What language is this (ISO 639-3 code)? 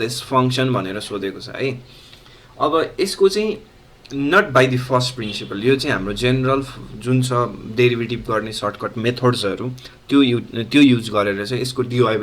nep